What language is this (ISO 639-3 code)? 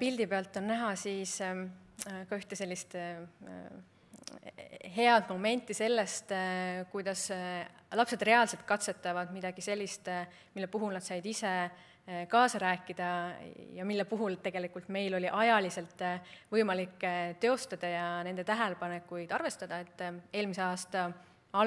est